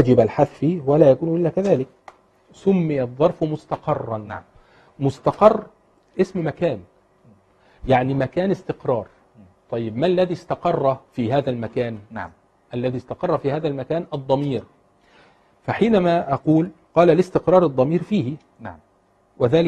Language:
Arabic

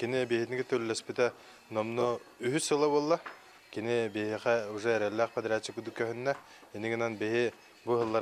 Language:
Yakut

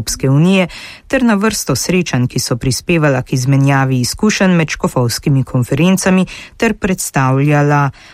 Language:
Slovenian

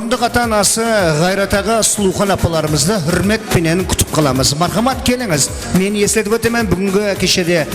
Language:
Kara-Kalpak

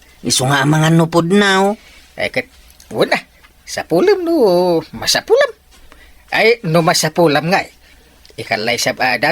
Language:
Iloko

